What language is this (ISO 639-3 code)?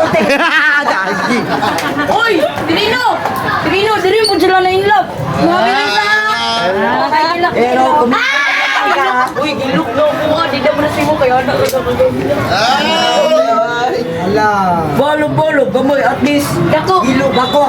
ceb